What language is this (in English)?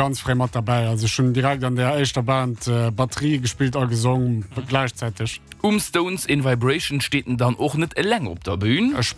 Luxembourgish